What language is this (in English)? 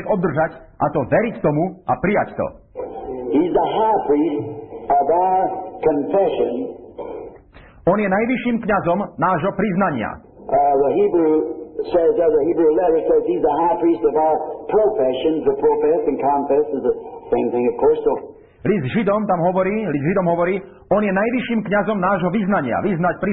Slovak